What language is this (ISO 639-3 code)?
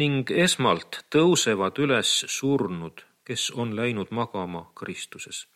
est